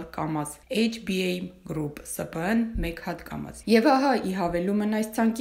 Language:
Armenian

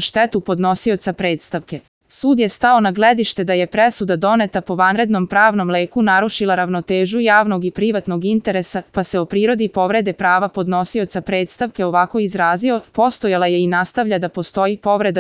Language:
Serbian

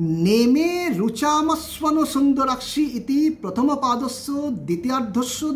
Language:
Sanskrit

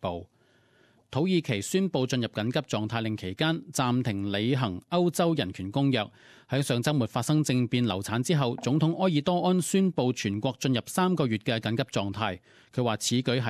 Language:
Cantonese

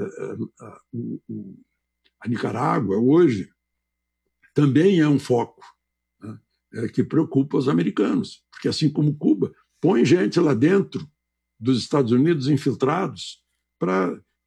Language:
Portuguese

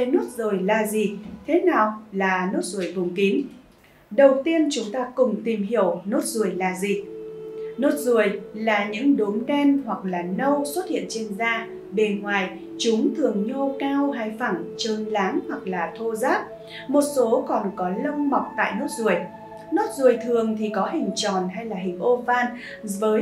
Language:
Vietnamese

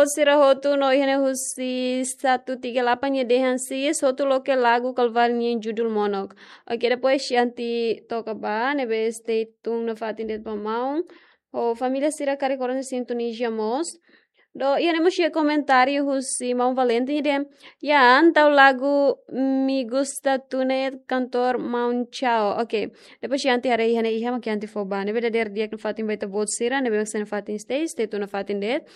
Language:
Tetum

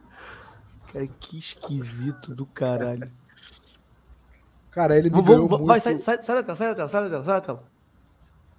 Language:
Portuguese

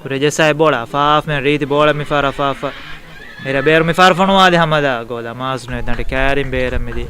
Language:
Divehi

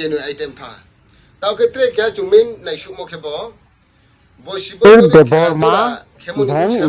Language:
Riang (India)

